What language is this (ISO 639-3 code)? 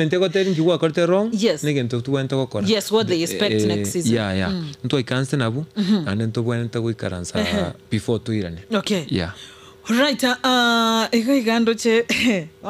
guz